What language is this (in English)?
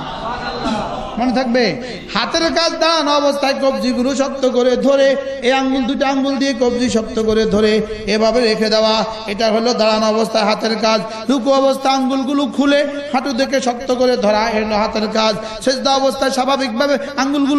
Bangla